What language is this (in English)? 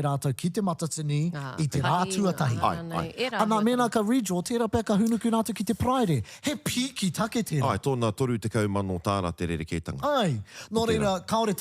Māori